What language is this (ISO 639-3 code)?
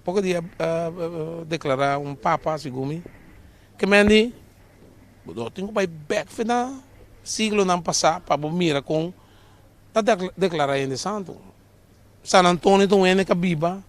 pap